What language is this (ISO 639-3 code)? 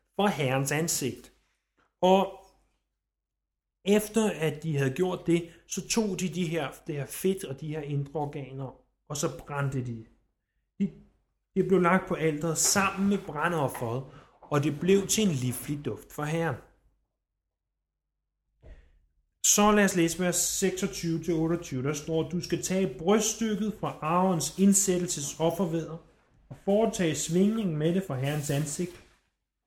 dan